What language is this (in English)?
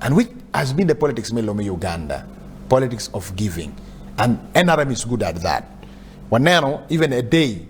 Acoli